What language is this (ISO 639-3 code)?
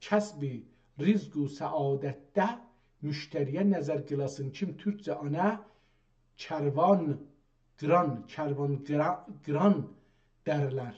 azb